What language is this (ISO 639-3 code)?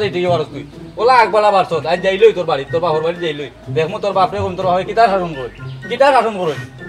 syl